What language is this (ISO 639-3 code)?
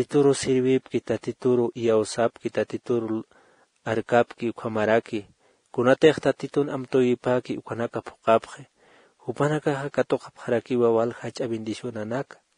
aym